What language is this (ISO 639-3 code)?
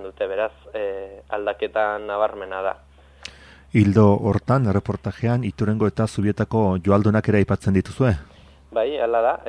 eus